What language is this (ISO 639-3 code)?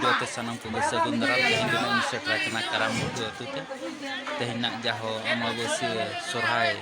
sat